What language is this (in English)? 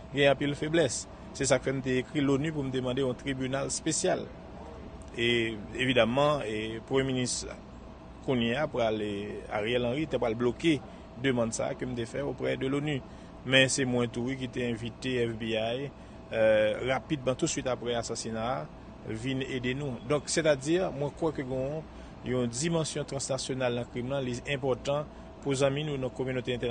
Haitian Creole